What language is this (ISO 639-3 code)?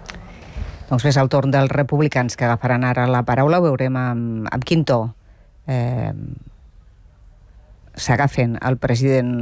cat